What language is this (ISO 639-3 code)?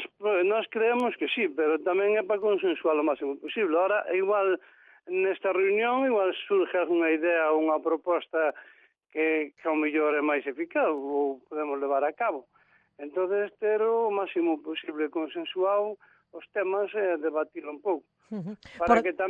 glg